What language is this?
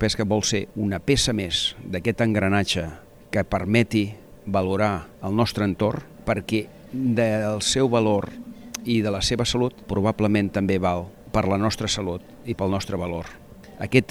Catalan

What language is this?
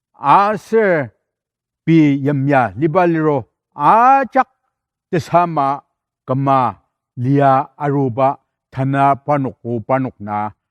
Ao Naga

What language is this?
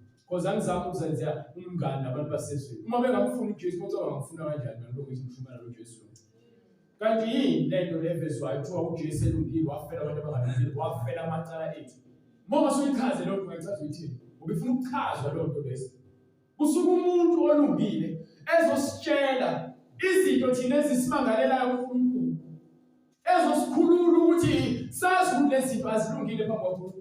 Zulu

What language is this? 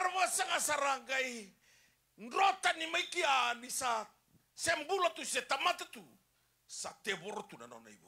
Fijian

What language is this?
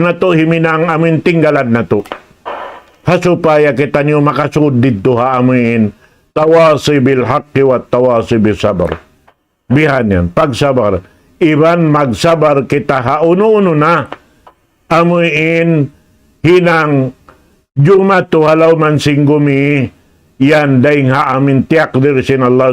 Tausug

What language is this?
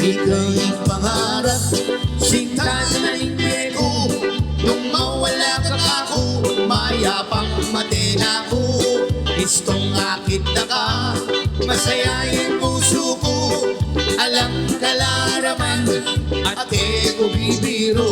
Pampanga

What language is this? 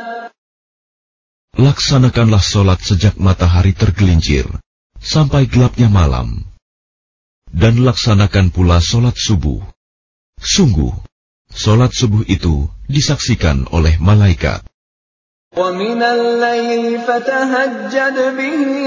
Indonesian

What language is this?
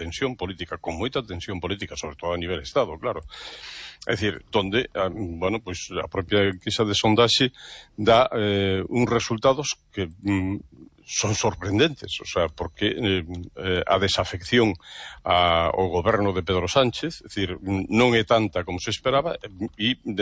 Galician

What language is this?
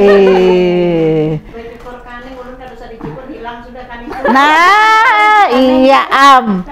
Banjar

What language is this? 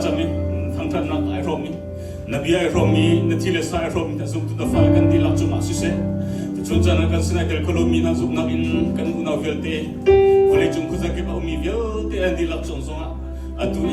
Hakha Chin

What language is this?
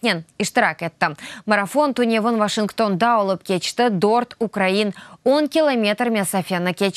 Crimean Tatar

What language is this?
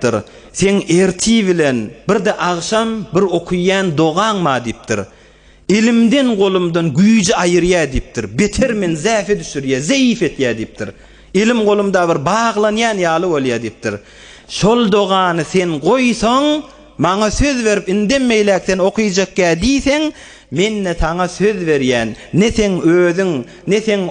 Turkmen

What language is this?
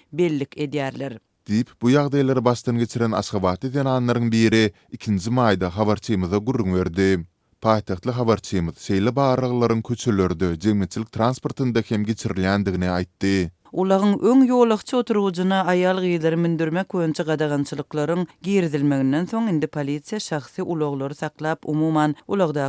Turkmen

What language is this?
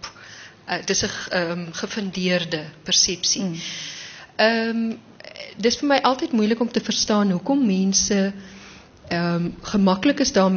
Afrikaans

